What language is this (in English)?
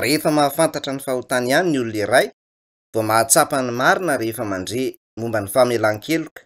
Malagasy